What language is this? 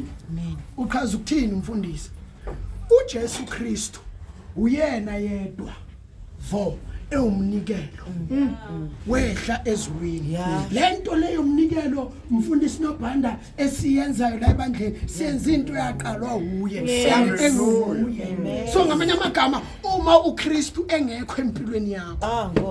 Zulu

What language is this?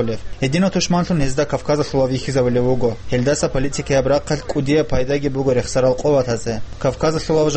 Avaric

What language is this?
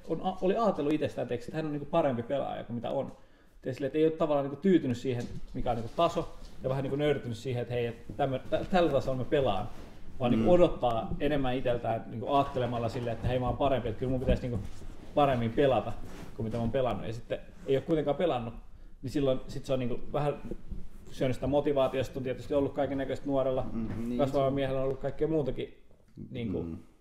Finnish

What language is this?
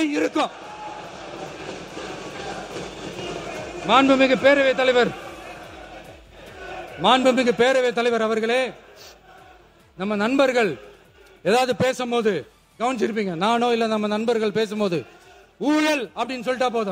Tamil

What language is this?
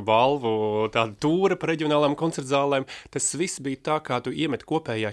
Latvian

